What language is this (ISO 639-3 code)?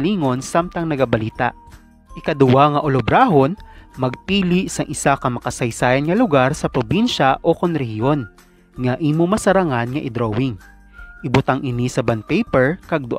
hil